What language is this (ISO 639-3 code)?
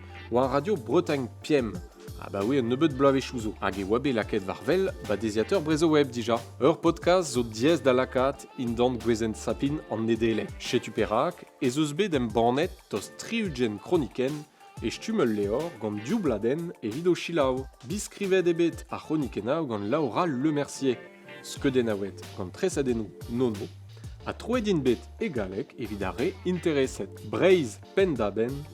bre